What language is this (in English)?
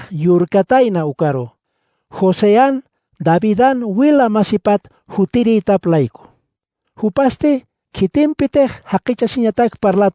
Aymara